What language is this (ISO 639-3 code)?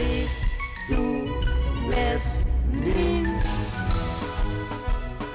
nld